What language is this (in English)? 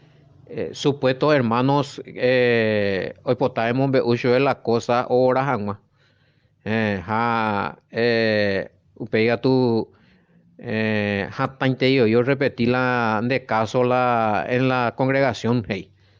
Guarani